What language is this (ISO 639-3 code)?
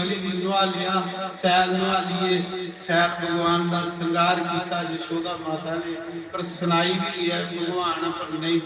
doi